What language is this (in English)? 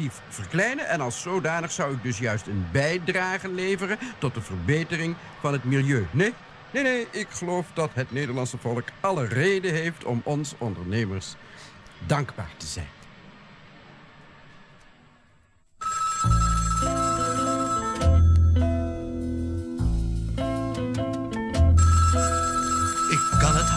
Dutch